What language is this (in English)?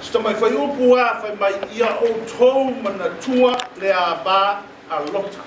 Samoan